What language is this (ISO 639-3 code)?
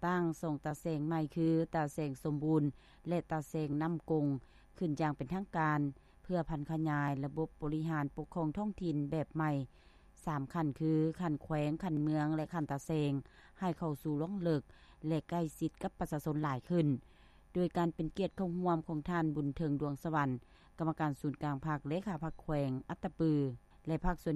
lao